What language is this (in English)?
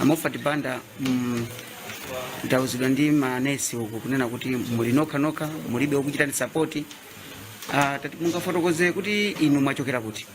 Nyanja